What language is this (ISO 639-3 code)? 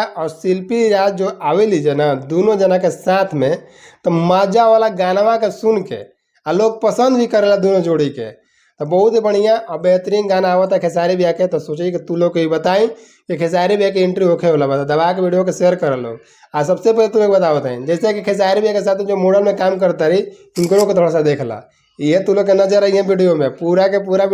bho